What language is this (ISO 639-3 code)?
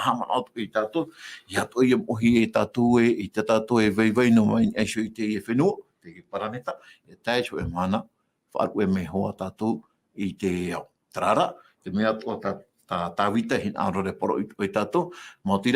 tah